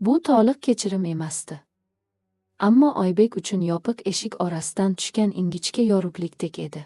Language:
Uzbek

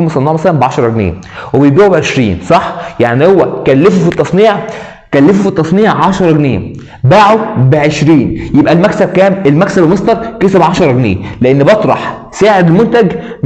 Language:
Egyptian Arabic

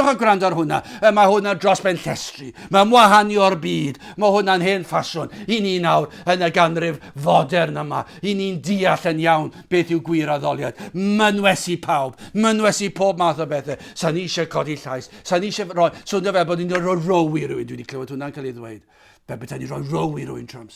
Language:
Welsh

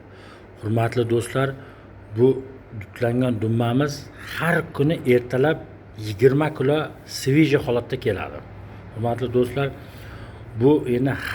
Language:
Uzbek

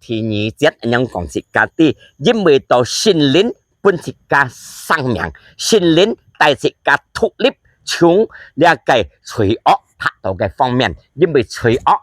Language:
Hakka Chinese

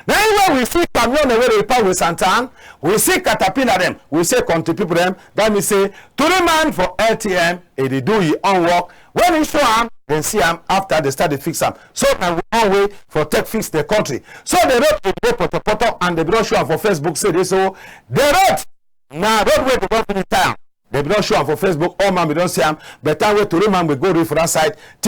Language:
Cameroon Pidgin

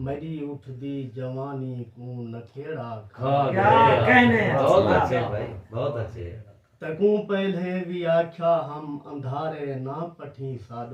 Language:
Saraiki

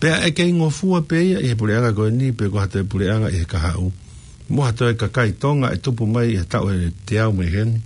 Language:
Tongan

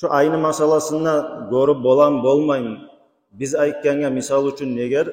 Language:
Kumyk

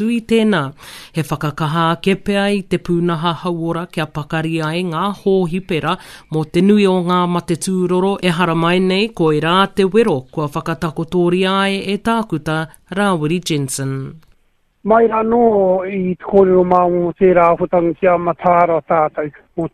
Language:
Māori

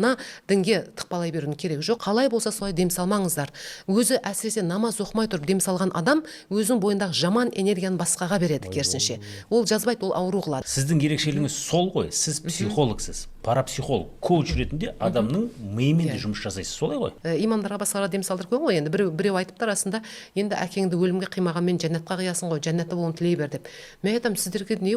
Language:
Kazakh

